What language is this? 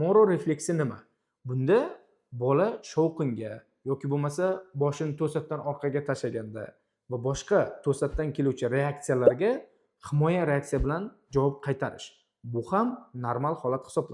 Uzbek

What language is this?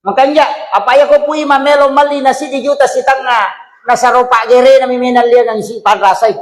Buginese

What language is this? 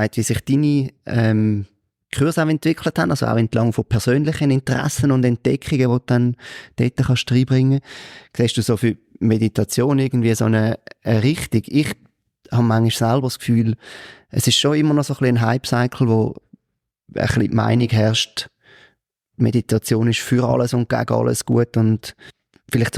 Swiss German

